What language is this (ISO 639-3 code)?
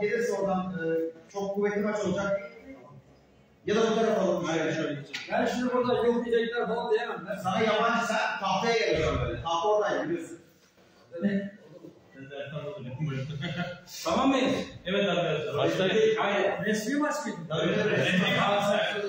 tur